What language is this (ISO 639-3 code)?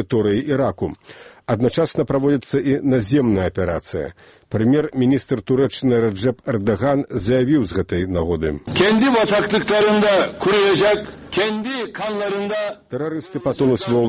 bel